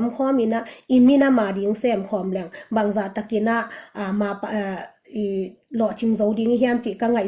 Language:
Tedim Chin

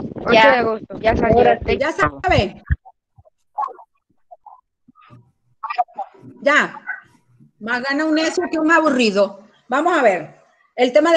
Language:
Spanish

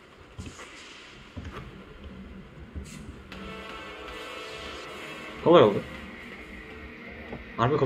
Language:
Turkish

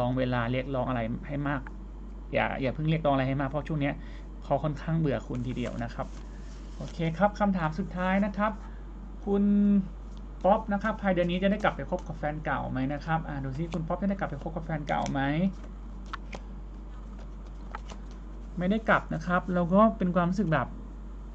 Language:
Thai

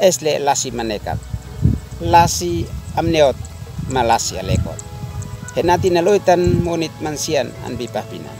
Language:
Uab Meto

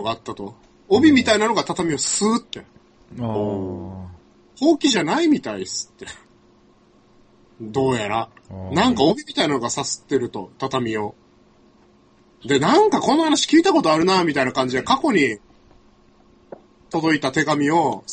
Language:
Japanese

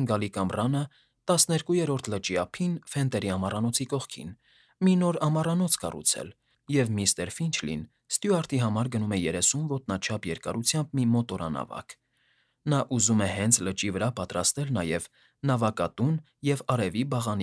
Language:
Armenian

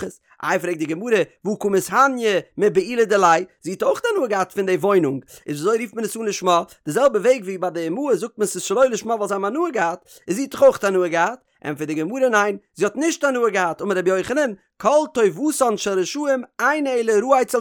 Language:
Yiddish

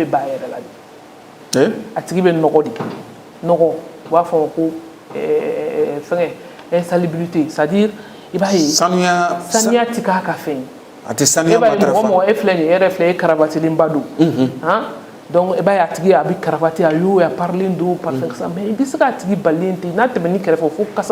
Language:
Bambara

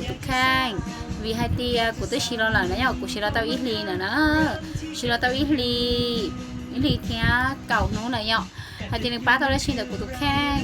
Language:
Hmong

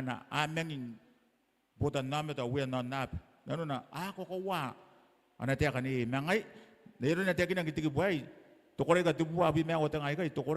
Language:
Gilbertese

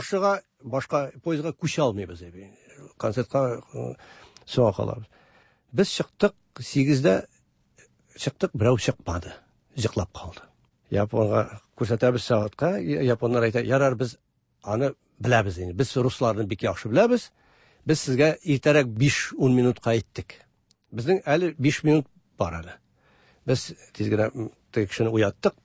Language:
Tatar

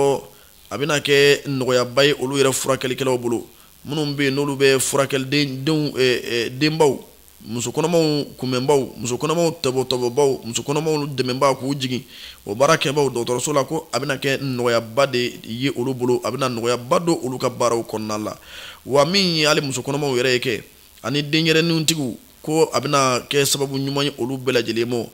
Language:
Bambara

